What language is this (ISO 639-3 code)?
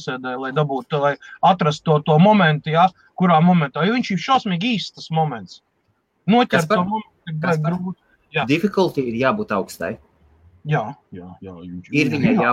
lav